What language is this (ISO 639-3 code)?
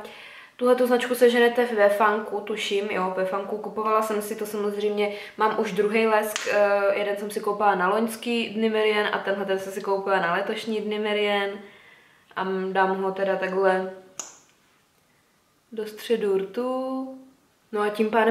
ces